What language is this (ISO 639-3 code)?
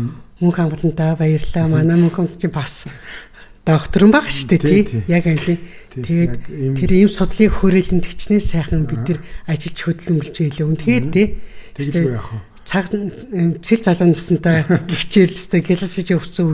mon